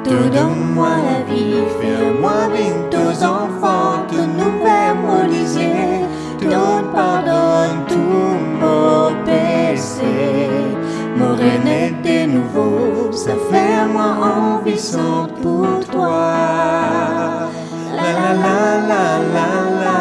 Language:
Morisyen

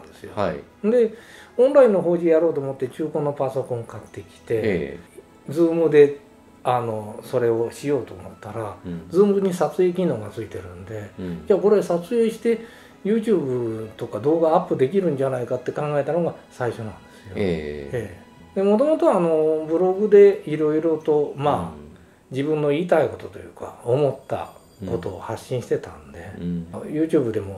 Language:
Japanese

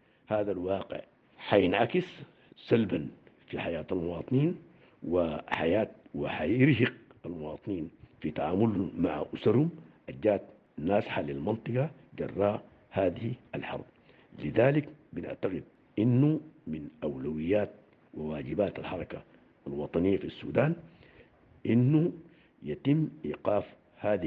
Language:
Sudanese Arabic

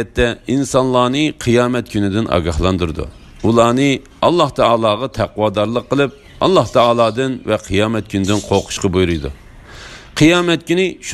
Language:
Uyghur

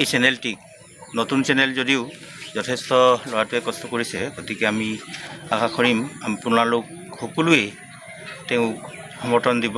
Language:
Assamese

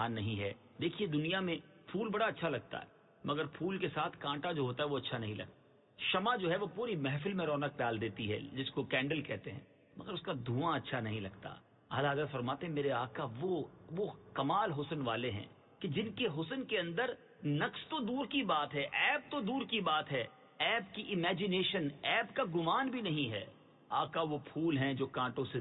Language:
Urdu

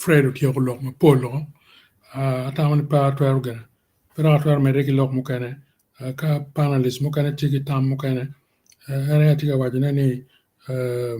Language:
Acoli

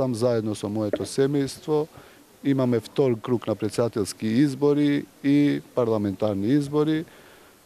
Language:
Macedonian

